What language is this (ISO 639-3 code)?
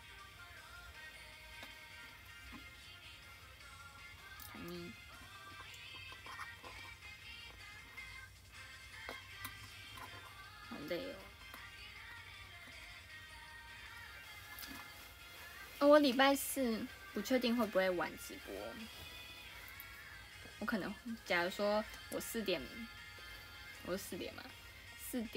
zho